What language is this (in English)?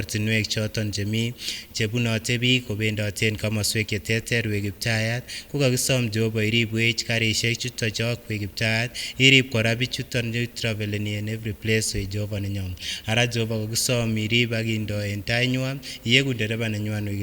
Kipsigis